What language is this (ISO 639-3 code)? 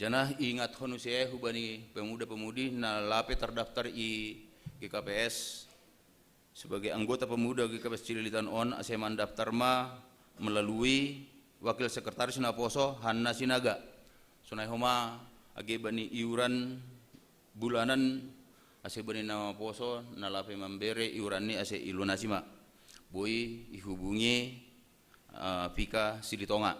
bts